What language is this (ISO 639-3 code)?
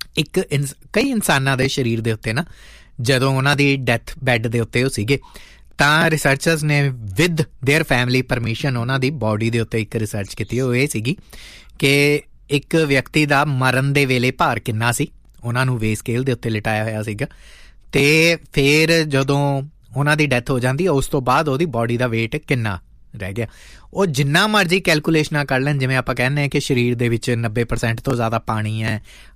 pan